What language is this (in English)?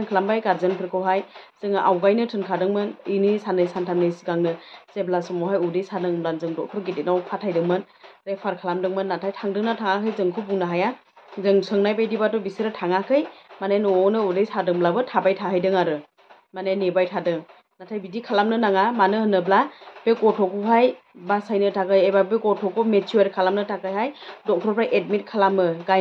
Bodo